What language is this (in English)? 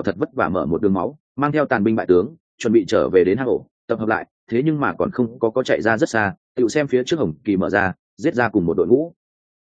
Vietnamese